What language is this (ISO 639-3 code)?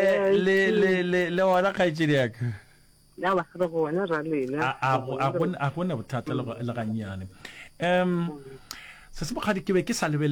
nso